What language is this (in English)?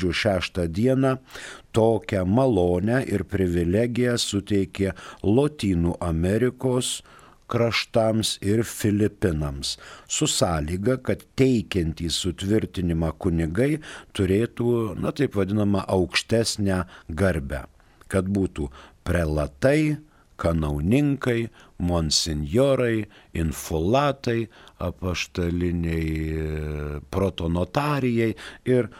Lithuanian